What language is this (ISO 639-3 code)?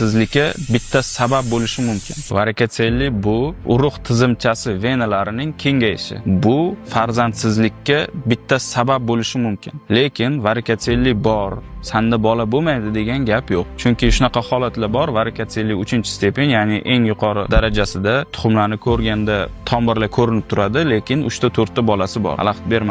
uzb